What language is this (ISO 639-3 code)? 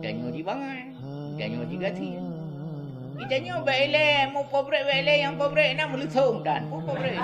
ace